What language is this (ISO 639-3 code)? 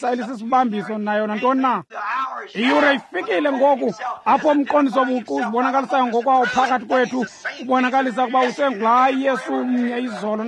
xho